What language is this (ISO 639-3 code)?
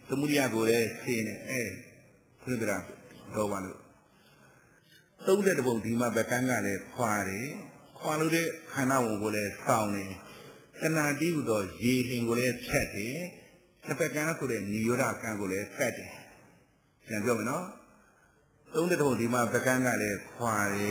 mya